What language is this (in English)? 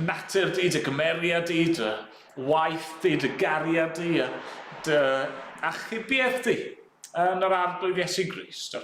Welsh